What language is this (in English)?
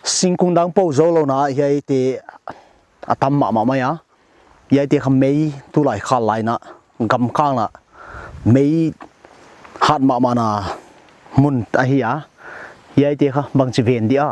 Paite Chin